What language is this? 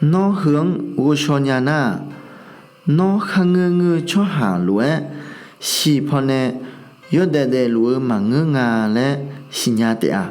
Akha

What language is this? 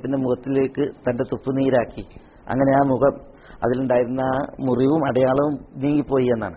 Malayalam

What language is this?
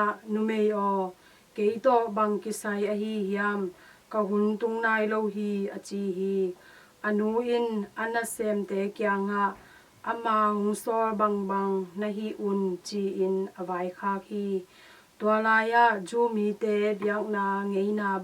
Tedim Chin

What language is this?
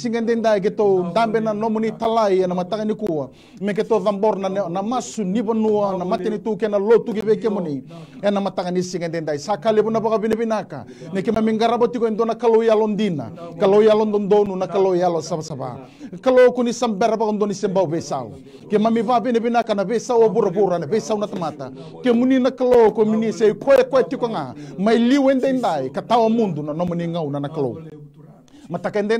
Fijian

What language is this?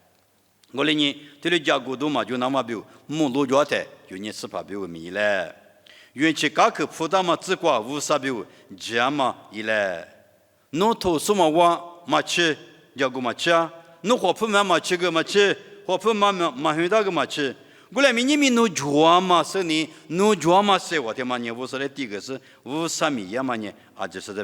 Lisu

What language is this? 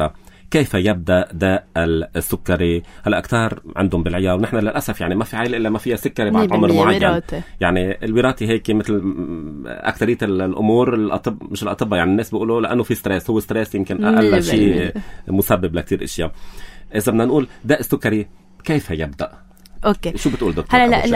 North Levantine Arabic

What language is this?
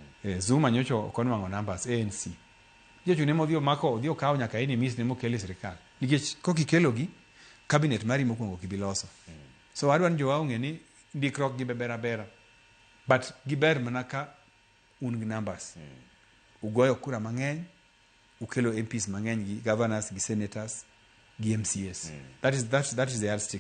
Luo (Kenya and Tanzania)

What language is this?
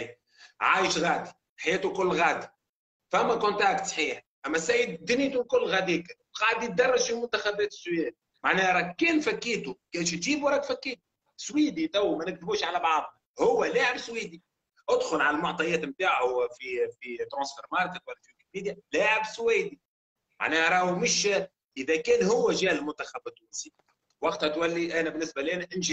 Tunisian Arabic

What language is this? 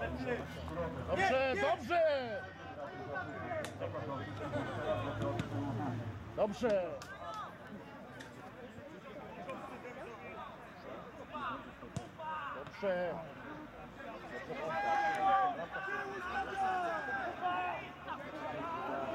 Polish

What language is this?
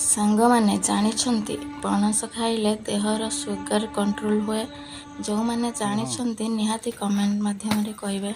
Odia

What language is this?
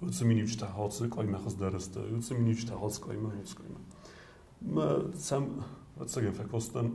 Ossetic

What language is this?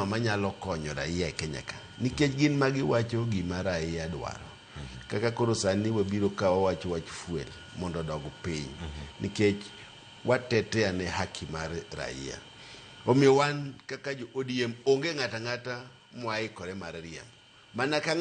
Luo (Kenya and Tanzania)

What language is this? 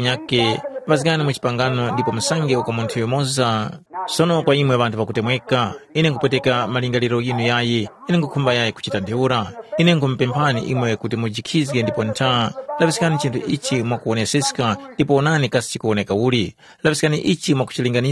Tumbuka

